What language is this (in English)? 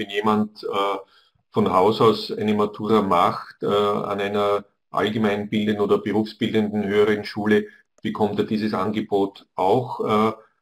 German